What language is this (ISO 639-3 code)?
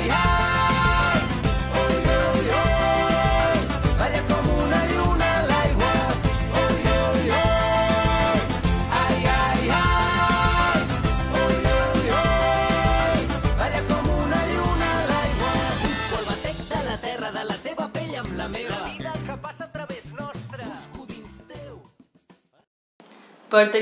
cat